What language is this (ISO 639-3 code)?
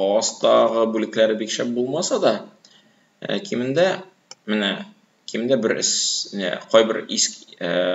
tat